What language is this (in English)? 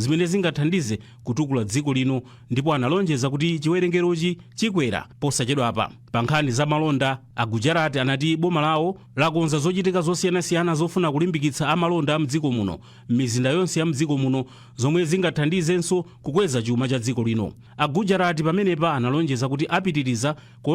Nyanja